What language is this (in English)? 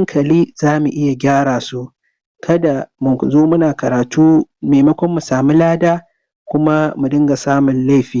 Hausa